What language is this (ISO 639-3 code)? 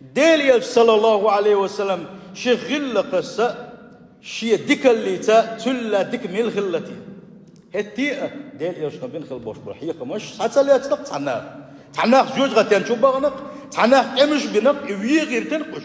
che